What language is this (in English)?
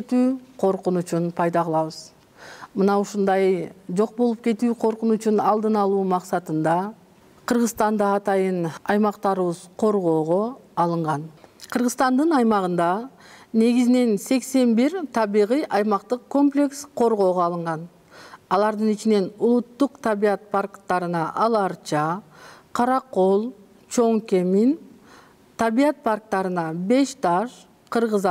Kyrgyz